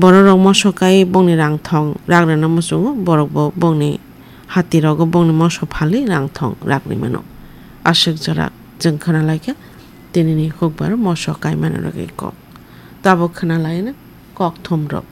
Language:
Kok Borok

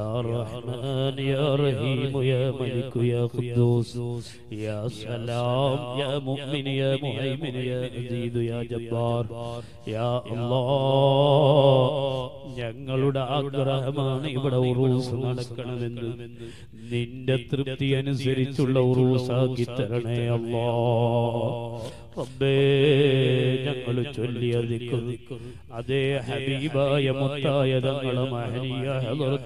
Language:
Malayalam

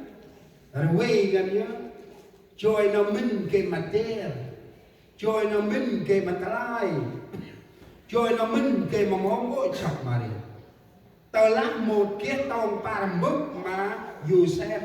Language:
Central Mnong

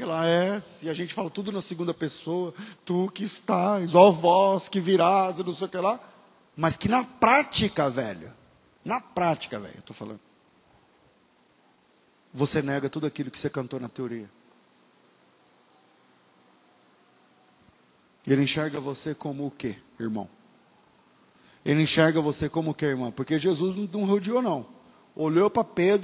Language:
Portuguese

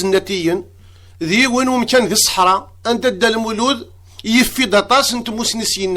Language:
Kabyle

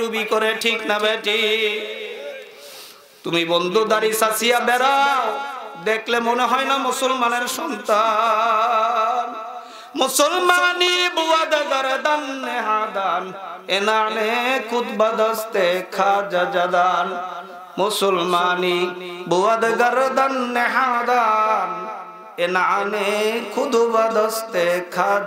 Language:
Bangla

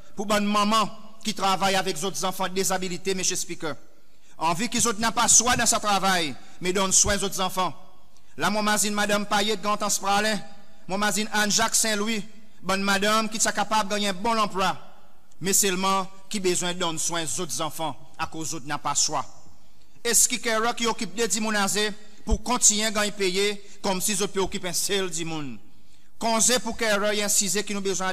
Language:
Seselwa Creole French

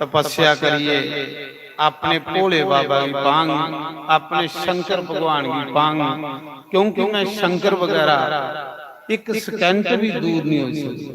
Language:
Dogri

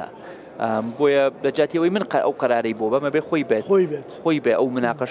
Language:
Central Kurdish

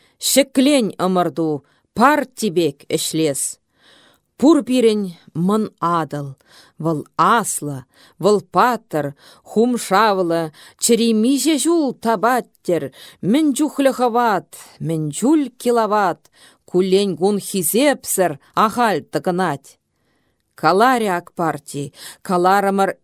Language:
Chuvash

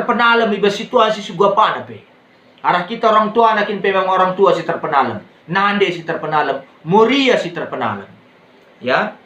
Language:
Batak Karo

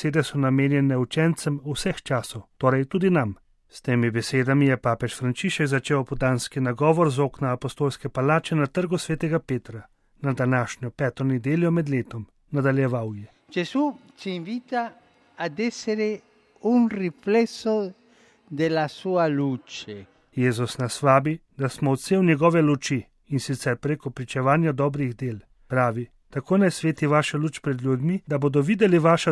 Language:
Slovenian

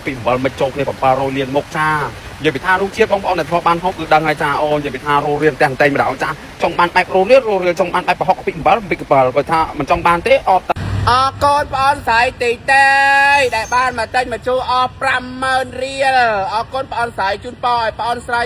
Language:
Khmer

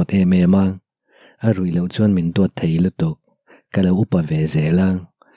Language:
Mizo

